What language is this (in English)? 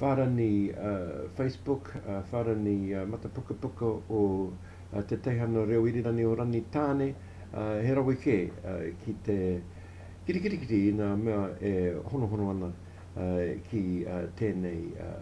Māori